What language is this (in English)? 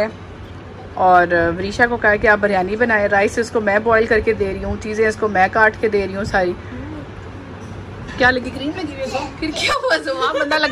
Hindi